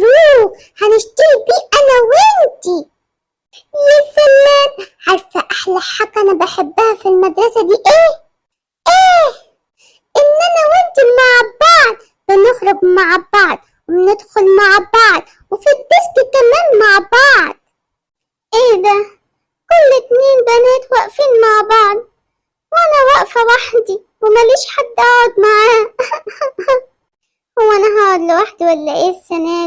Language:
Egyptian Arabic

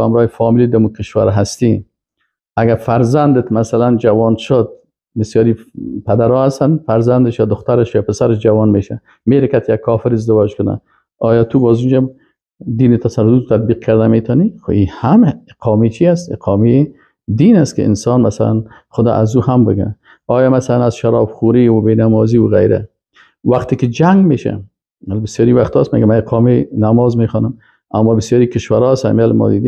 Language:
Persian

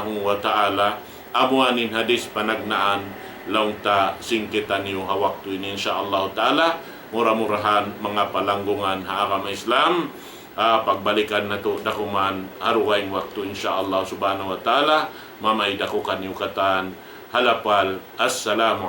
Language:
Tausug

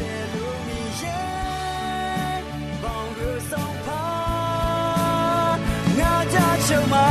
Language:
Akha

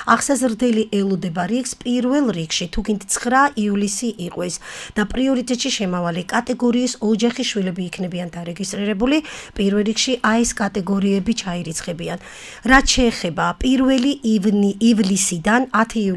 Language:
Georgian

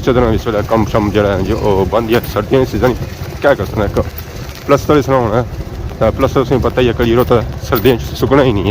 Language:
Pahari-Potwari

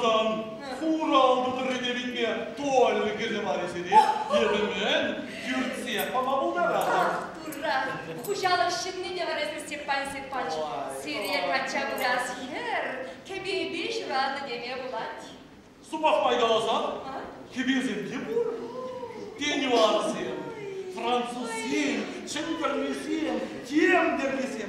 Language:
Chuvash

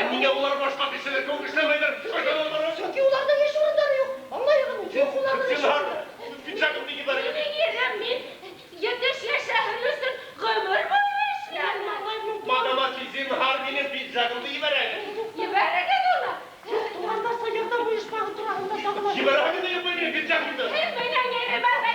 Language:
Bashkir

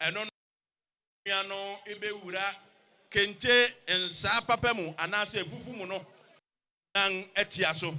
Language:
Akan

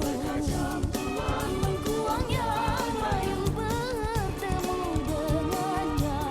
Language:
Musi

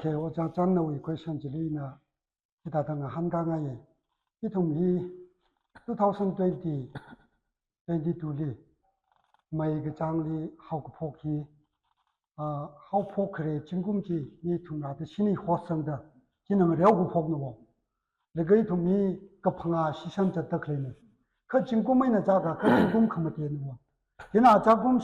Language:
Tangkhul Naga (India)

